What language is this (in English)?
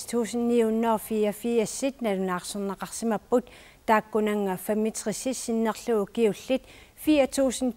Kalaallisut